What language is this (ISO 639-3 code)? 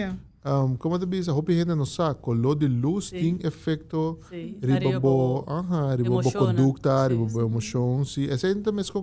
pap